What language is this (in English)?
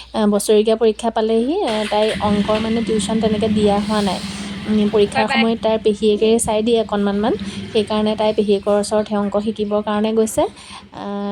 Assamese